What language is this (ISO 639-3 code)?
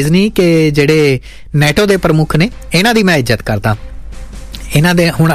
pan